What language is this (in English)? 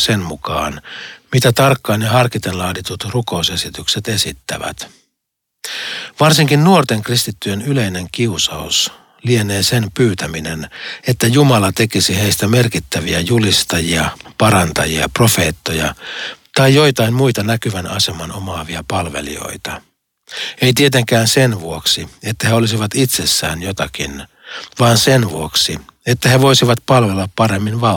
Finnish